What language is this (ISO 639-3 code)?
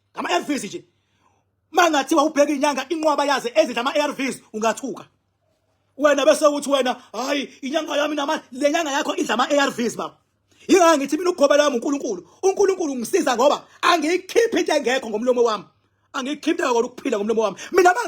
zul